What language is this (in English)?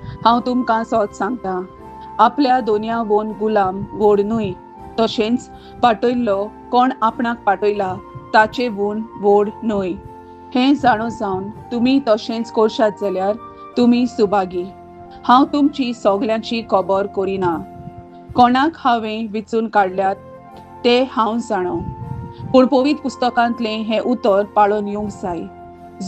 Konkani